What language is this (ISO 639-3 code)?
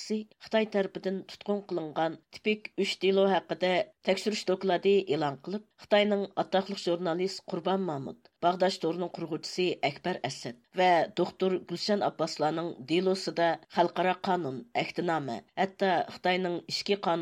uig